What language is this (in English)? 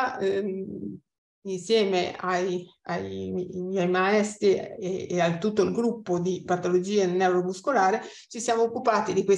Italian